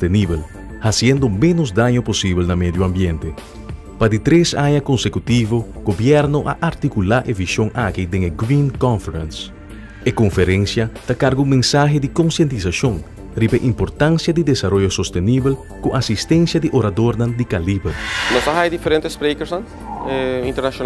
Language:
Papiamento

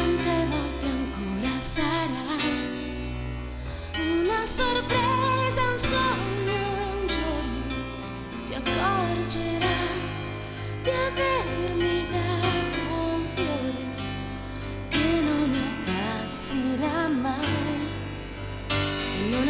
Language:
Italian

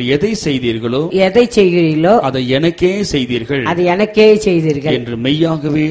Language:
Tamil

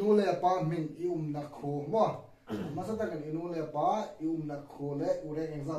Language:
Hmar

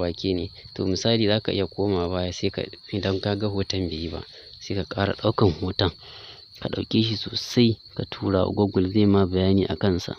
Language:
Hausa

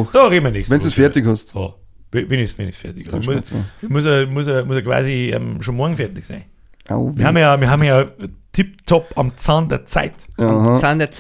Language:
Bavarian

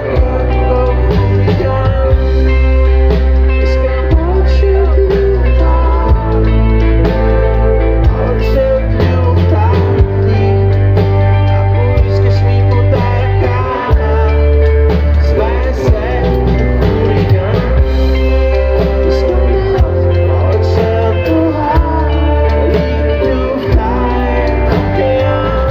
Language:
Bulgarian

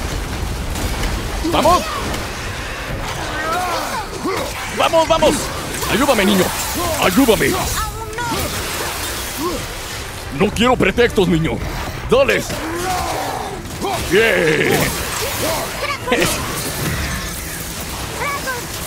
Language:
Spanish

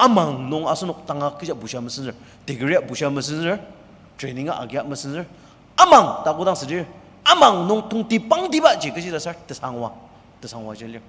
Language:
Ao Naga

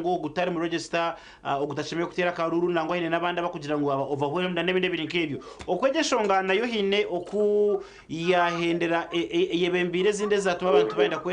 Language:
Nyankole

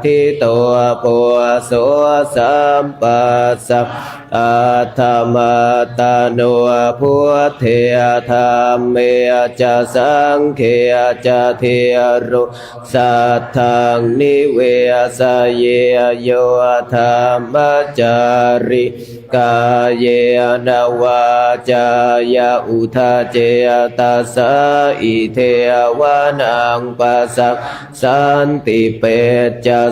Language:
Pali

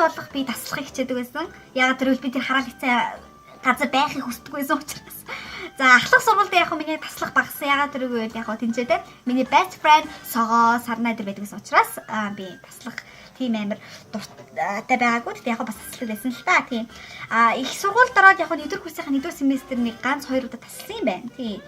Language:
Mongolian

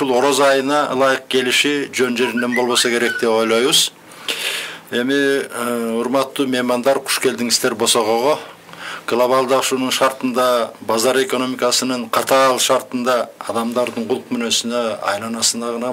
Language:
Kyrgyz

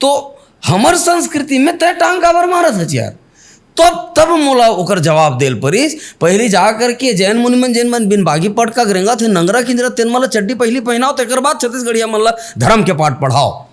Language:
Chhattisgarhi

